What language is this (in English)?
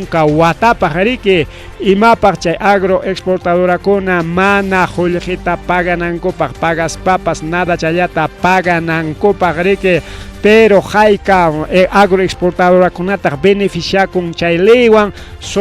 Ayacucho Quechua